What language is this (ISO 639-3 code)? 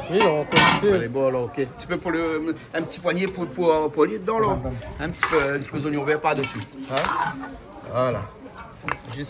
rcf